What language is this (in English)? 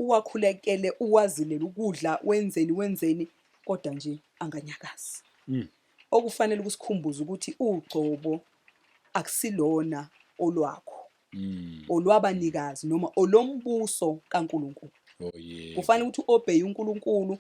Zulu